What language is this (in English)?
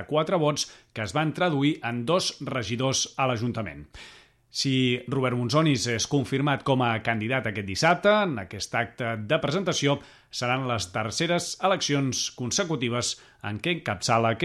Catalan